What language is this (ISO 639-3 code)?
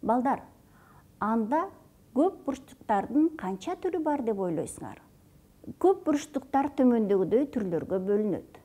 kir